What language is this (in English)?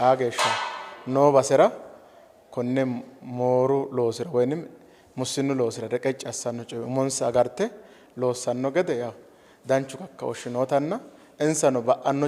Sidamo